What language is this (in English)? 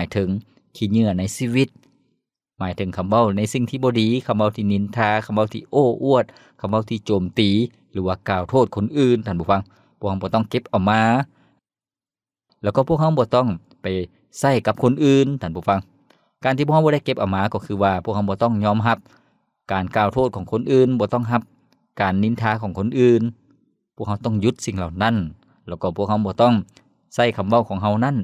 Lao